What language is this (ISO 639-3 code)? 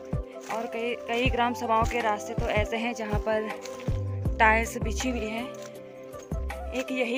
hin